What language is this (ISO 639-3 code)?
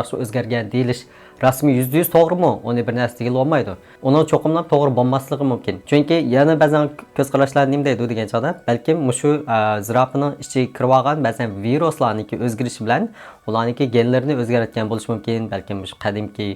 uig